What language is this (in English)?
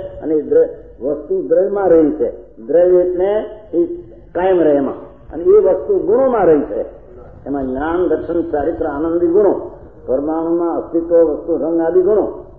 Gujarati